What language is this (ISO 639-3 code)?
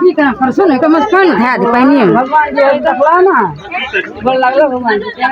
mai